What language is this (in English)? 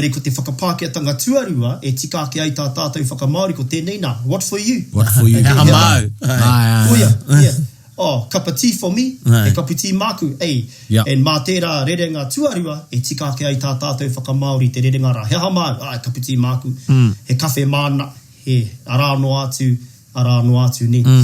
Māori